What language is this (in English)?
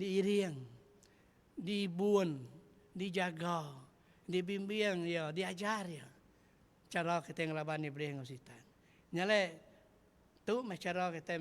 Iban